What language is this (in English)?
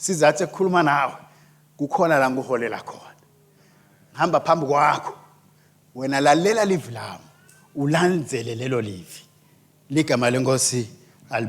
Swati